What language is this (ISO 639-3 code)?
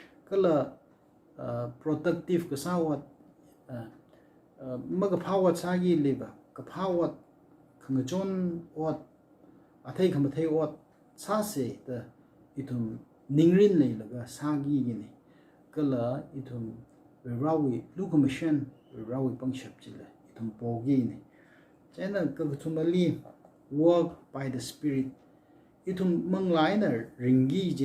nmf